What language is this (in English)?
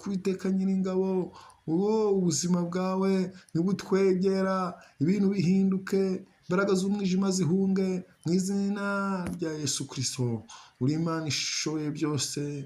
Kinyarwanda